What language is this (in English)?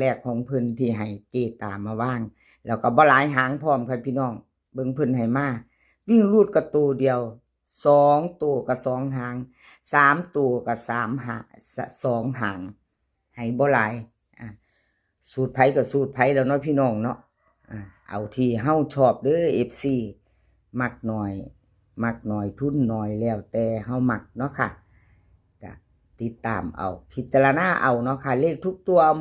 Northeastern Thai